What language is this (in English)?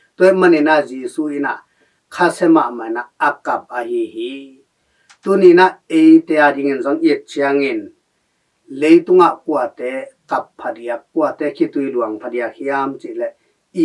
Tedim Chin